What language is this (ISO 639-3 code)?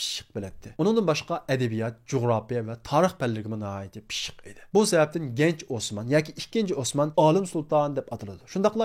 uig